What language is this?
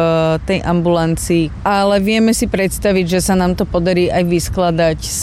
Slovak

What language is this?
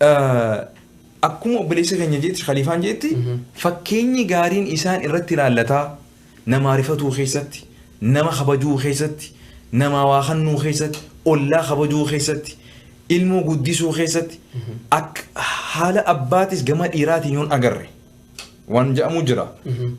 Oromo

